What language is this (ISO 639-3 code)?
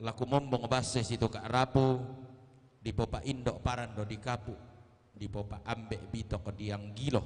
sda